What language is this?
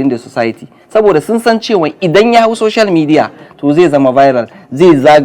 Hausa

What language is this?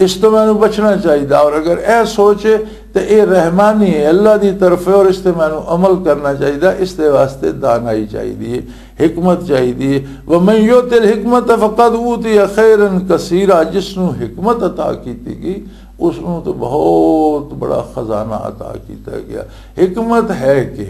Western Panjabi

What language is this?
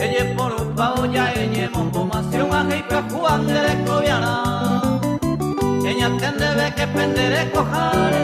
Guarani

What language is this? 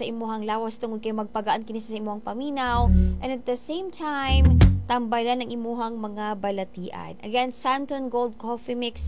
Cebuano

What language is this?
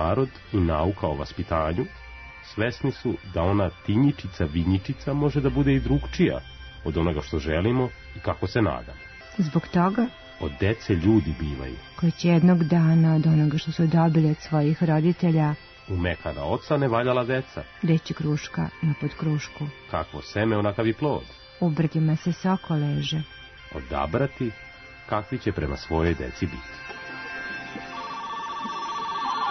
Serbian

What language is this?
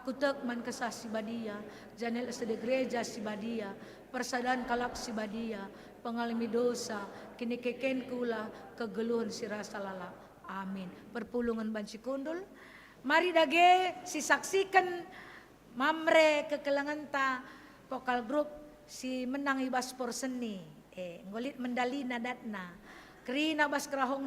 Batak Karo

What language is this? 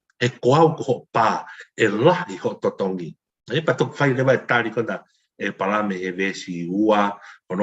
Tongan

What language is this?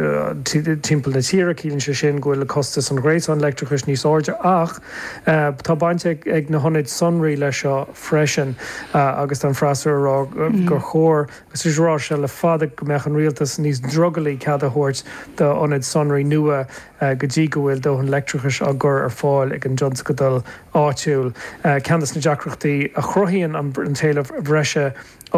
Irish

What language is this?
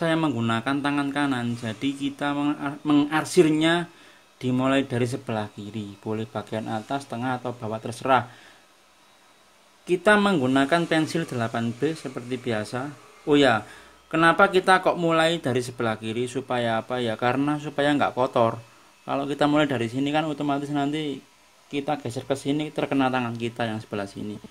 Indonesian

